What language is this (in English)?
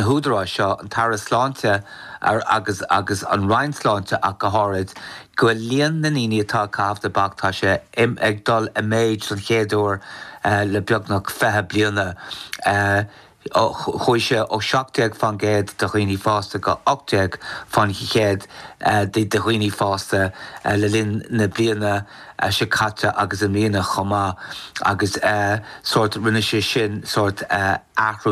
Irish